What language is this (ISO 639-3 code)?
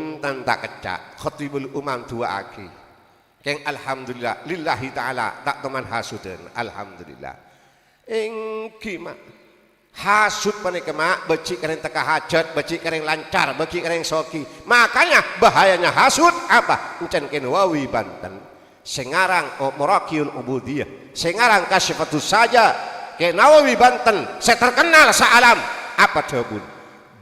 mad